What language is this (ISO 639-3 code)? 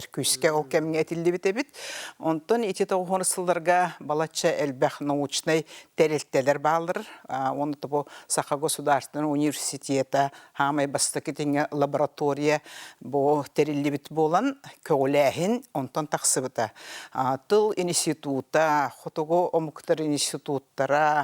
sah